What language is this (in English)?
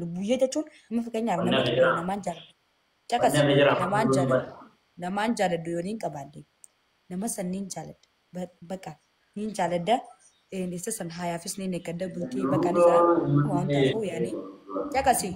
Oromo